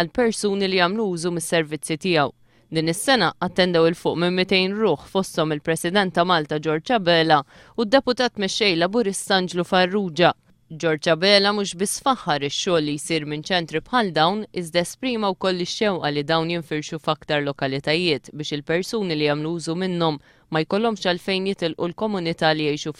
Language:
Maltese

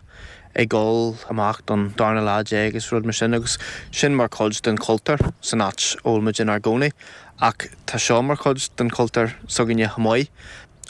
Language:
Irish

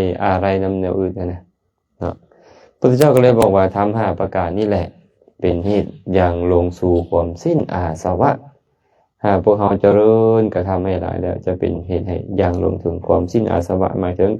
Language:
Lao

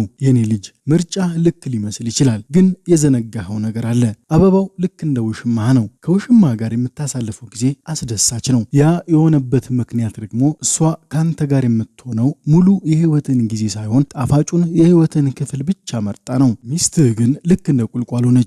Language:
Amharic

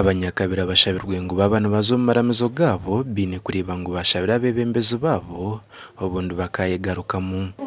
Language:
Nyankole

